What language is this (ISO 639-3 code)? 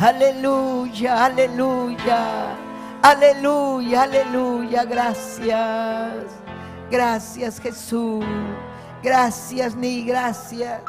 quy